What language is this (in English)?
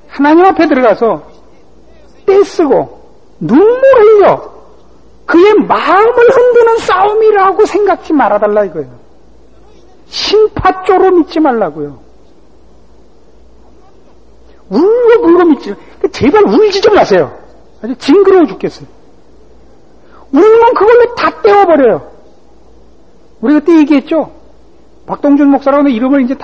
Korean